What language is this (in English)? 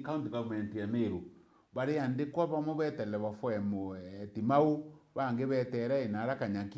Meru